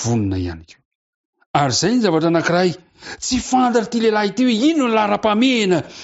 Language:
Malagasy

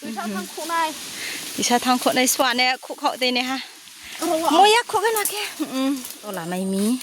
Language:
Riang (India)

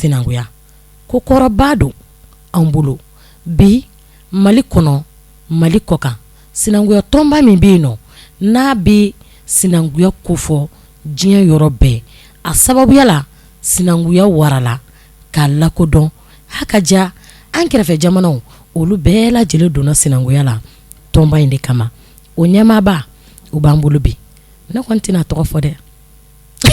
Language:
Bambara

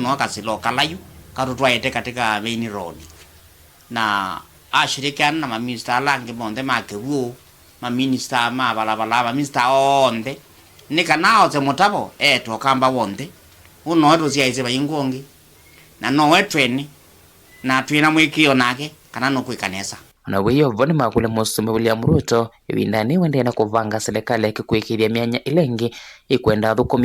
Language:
Kamba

